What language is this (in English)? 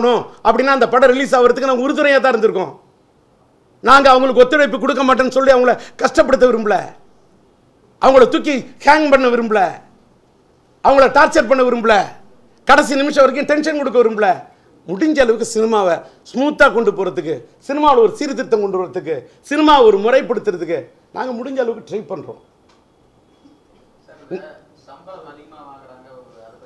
Tamil